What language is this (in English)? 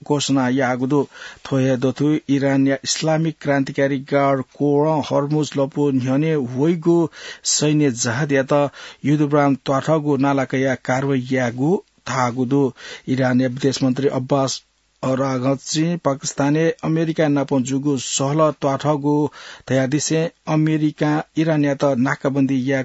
Newari